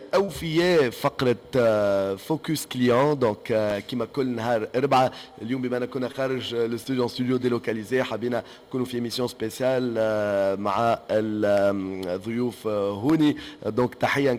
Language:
Tunisian Arabic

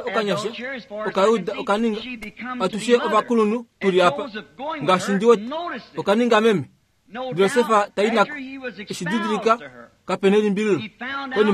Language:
Kuanyama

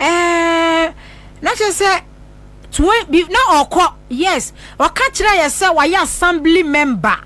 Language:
Akan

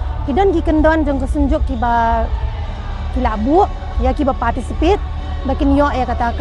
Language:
Pnar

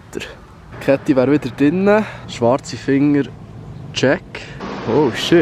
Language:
Swiss German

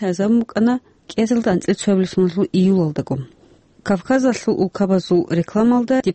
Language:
Avaric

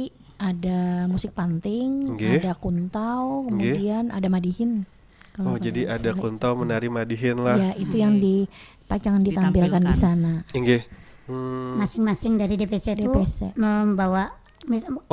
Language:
Banjar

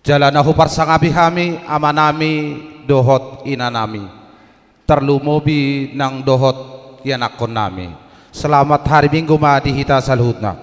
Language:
Batak Toba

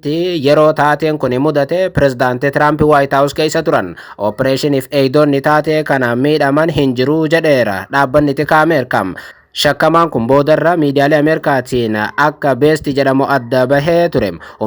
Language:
Oromo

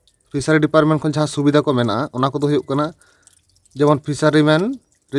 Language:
Santali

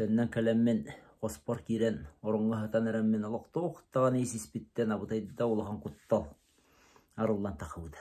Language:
Yakut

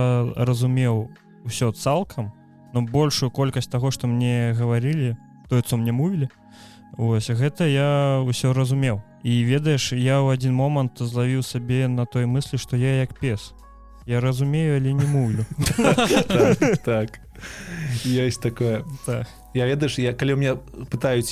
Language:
Belarusian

